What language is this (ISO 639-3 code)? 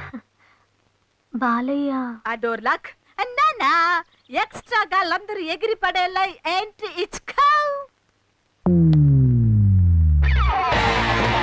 tel